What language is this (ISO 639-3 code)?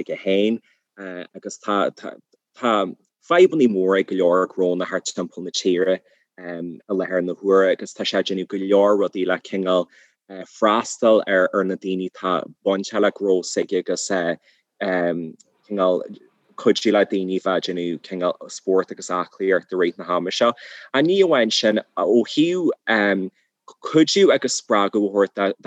gle